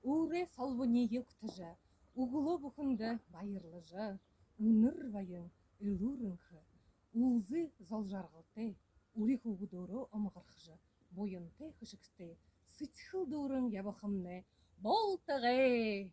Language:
Buriat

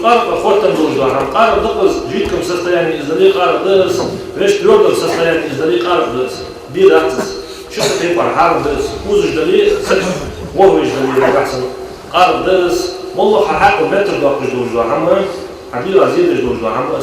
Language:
Ingush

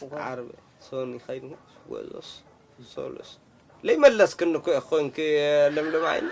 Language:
Tigrinya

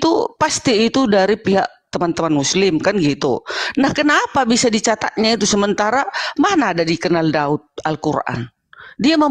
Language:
Indonesian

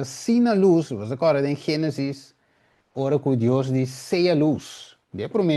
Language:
Papiamento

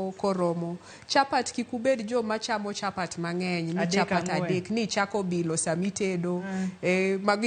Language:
Luo (Kenya and Tanzania)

